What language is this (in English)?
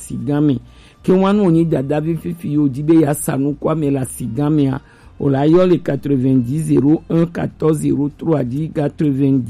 Gen